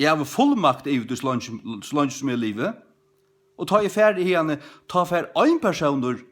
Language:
Faroese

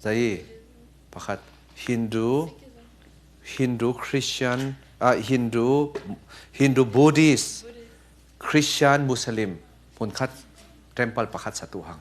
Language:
Falam Chin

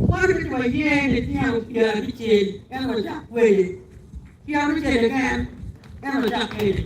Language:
Acoli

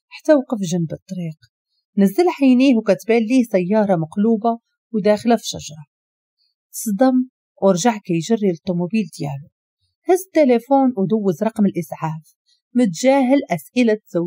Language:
Moroccan Arabic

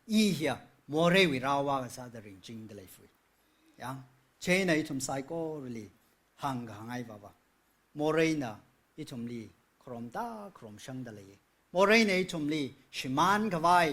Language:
Tangkhul Naga (India)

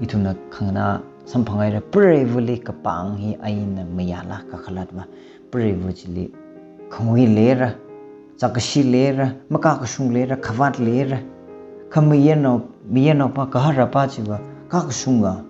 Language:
Tangkhul Naga (India)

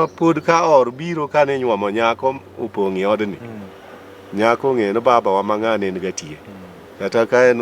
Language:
Luo (Kenya and Tanzania)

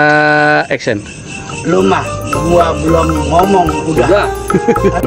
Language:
Betawi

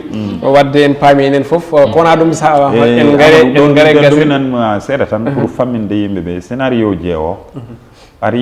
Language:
Fula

